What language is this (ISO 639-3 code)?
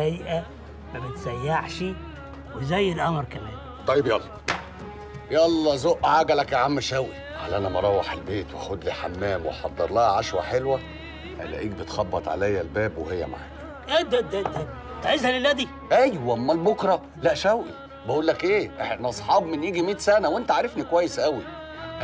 arz